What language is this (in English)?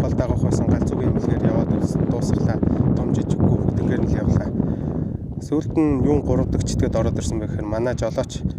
Mongolian